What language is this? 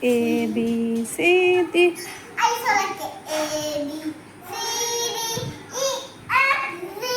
Manipuri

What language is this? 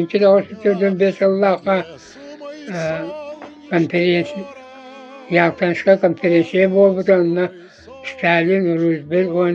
Yakut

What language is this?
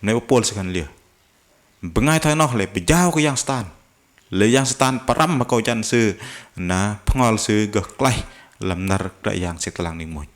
Bahnar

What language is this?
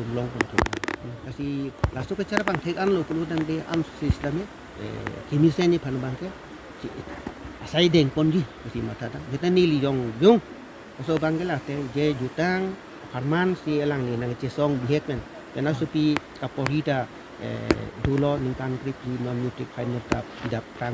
Karbi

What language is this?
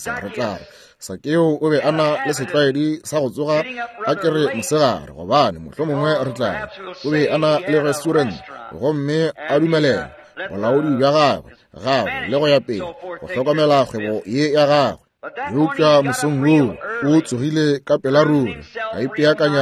Northern Sotho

